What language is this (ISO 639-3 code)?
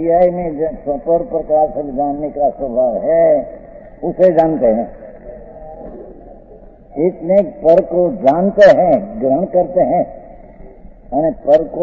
hin